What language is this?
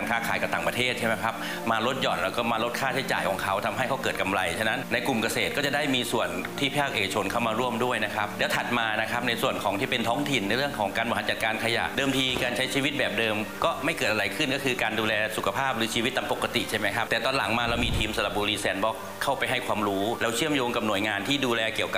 Thai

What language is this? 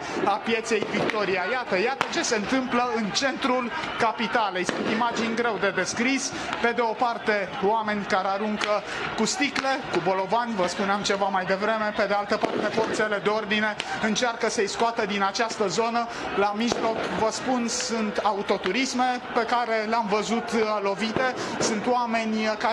Romanian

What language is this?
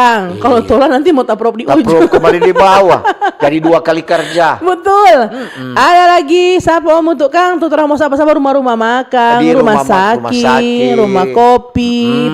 Manado Malay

